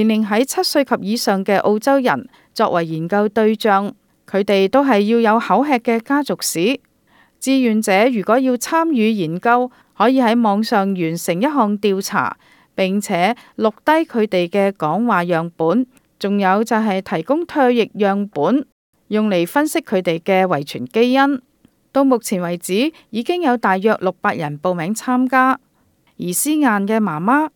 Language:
Cantonese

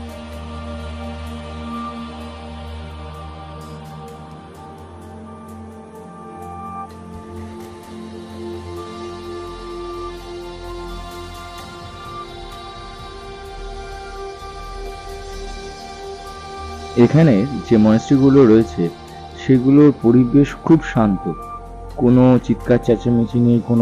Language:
Bangla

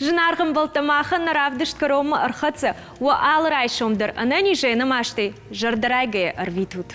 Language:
Ossetic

